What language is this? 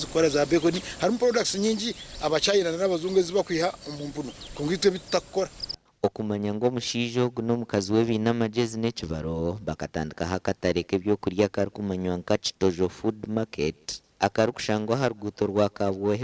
Nyankole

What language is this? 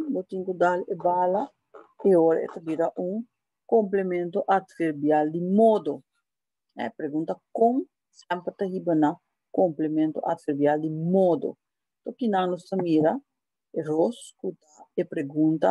Papiamento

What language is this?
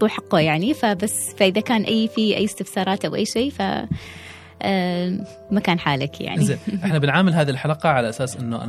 Gulf Arabic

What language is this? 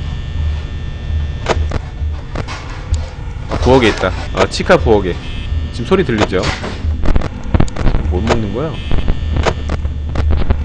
Korean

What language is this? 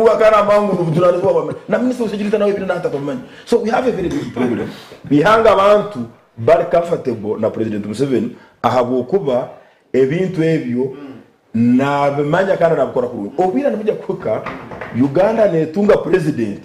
Nyankole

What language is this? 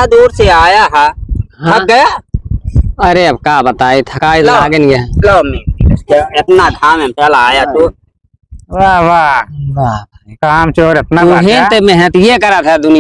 Awadhi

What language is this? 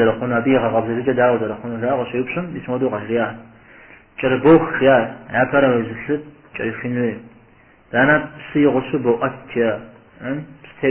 Kabardian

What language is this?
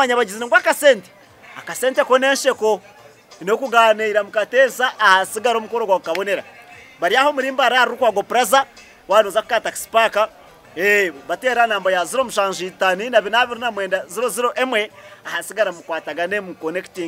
Nyankole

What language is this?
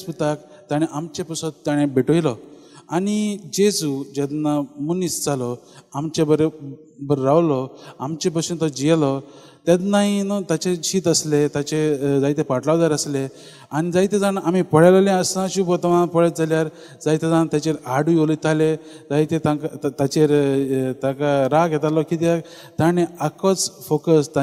Konkani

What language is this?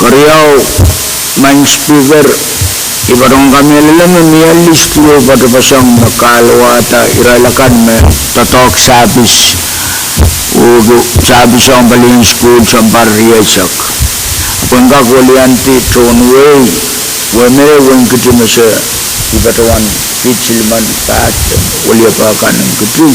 Pohnpeian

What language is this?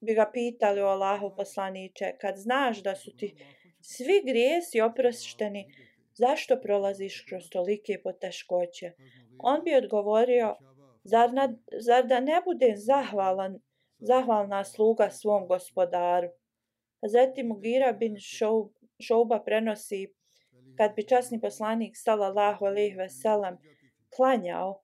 Bosnian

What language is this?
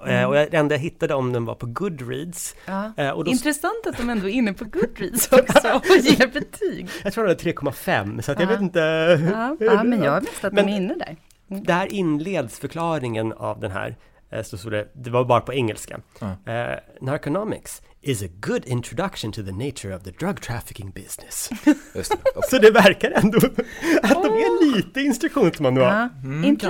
Swedish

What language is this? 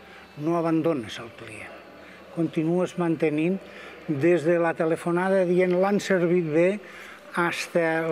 Catalan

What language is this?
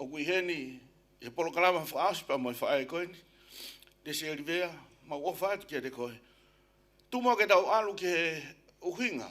Tongan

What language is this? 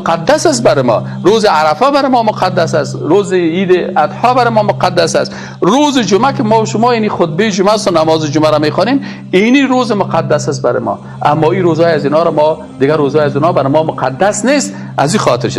Persian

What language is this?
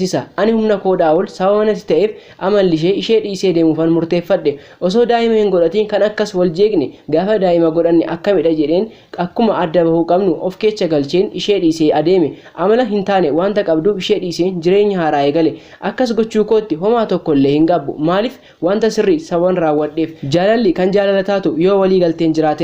Oromo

